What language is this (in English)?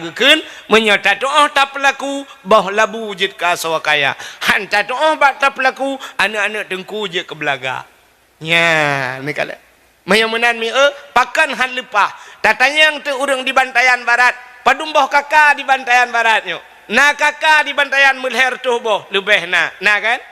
Achinese